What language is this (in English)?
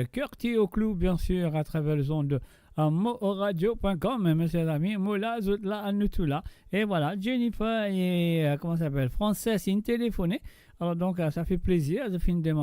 Morisyen